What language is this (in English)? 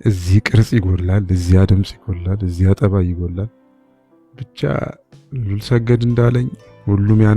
Amharic